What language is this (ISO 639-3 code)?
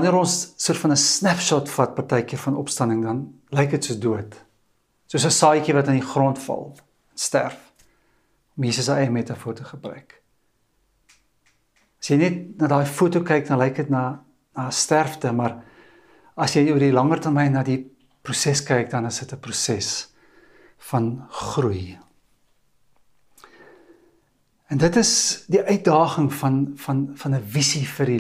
afr